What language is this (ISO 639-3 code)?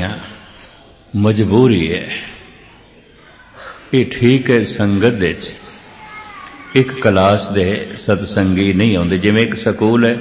pan